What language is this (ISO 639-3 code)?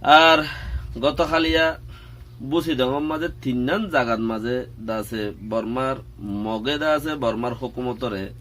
rhg